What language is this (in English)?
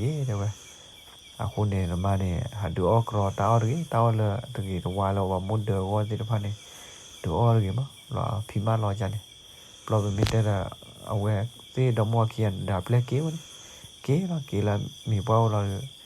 S'gaw Karen